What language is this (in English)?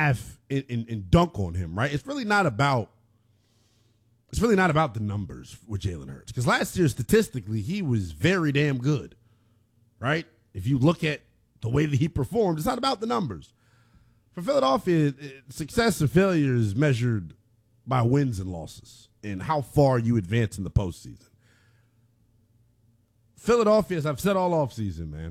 English